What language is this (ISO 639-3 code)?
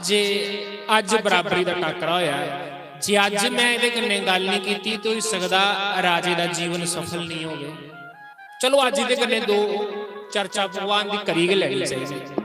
doi